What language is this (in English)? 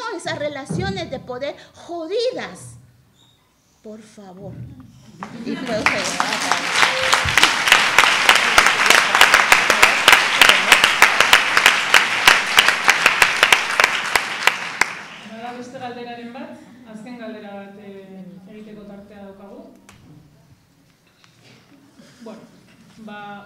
Basque